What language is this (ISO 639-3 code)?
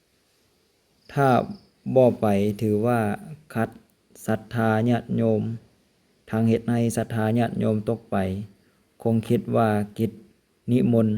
lao